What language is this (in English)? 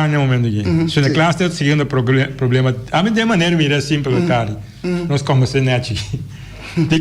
Papiamento